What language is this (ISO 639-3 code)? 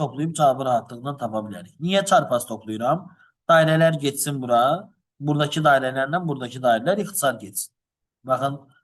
aze